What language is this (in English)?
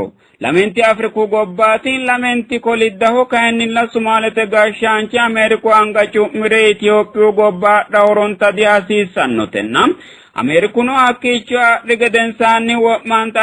Sidamo